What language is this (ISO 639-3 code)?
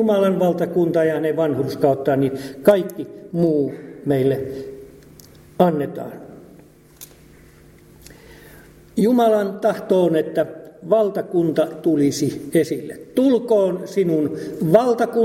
fin